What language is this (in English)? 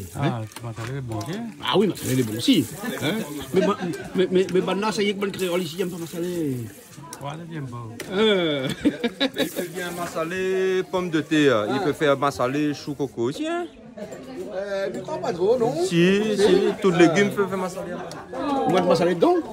Réunion Creole French